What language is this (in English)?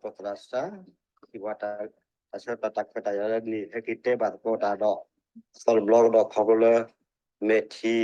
S'gaw Karen